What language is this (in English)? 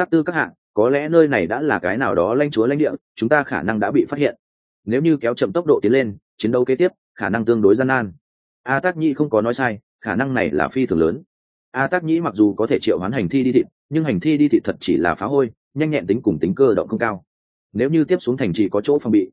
Vietnamese